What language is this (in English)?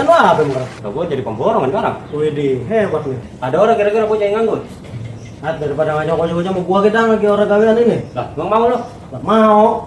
Betawi